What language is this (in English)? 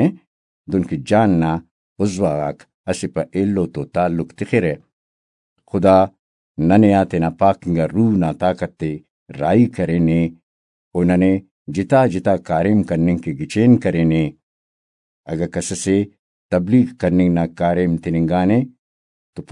Brahui